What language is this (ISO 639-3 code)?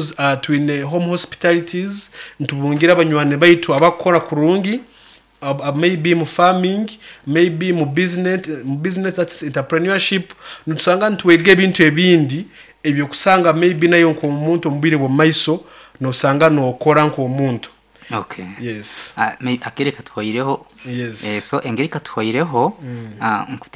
nyo